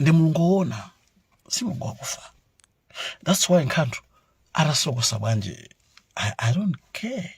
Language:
Nyanja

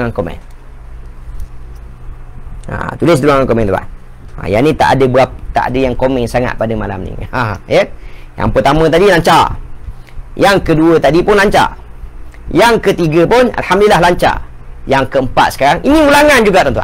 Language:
Malay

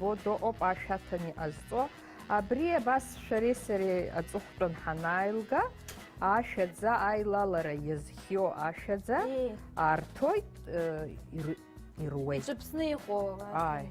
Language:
Abkhazian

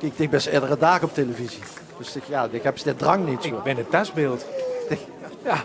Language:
Limburgish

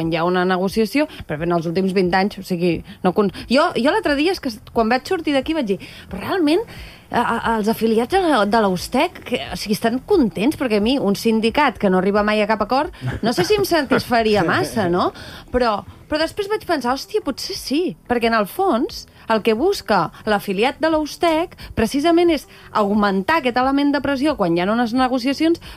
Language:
Catalan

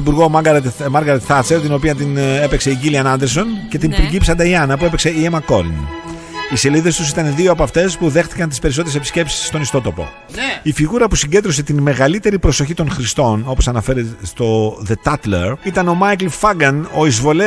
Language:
Greek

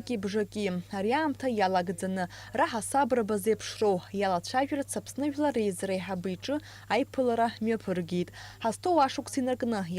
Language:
Abkhazian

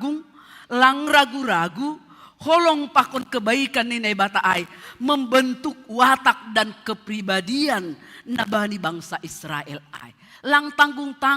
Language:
Batak Simalungun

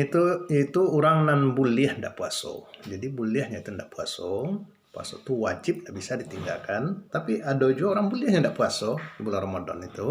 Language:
Minangkabau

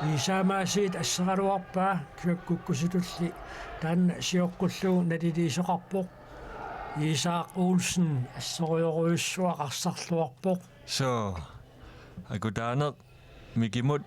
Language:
Kalaallisut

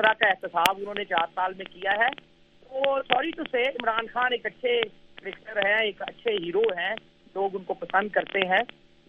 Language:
Urdu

